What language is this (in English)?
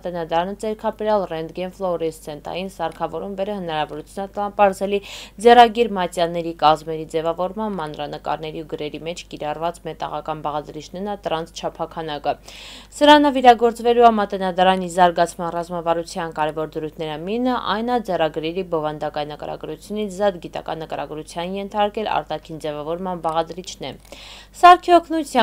Armenian